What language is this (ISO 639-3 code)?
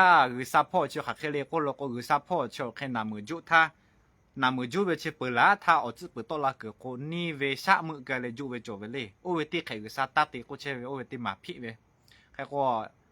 lhu